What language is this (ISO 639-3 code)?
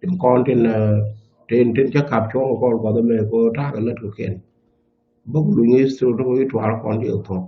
nus